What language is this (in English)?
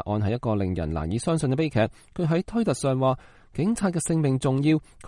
Cantonese